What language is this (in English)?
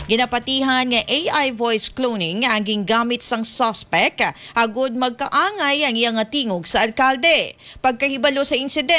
Hiligaynon